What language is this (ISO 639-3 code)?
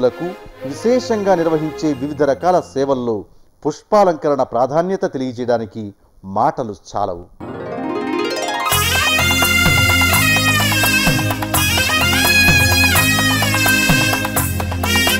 tel